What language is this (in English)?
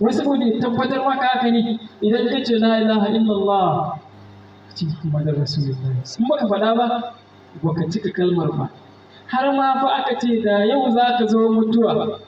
Hausa